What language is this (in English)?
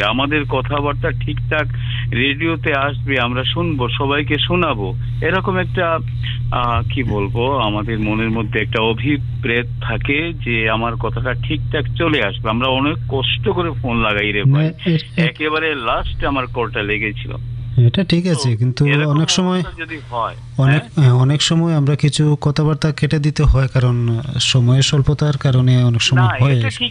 Bangla